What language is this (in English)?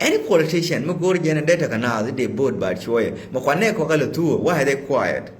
Nuer